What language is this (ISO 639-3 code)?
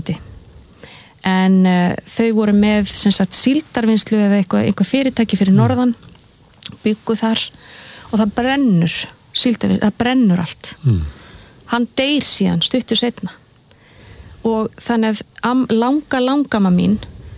isl